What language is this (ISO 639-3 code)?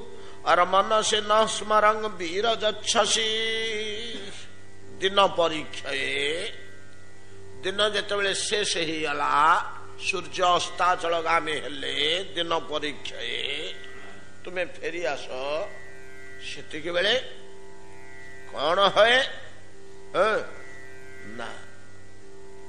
ori